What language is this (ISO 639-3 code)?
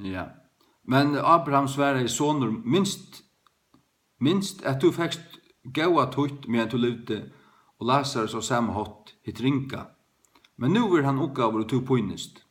fao